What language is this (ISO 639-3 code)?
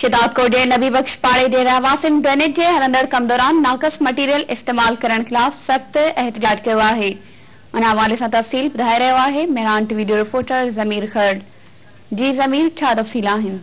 snd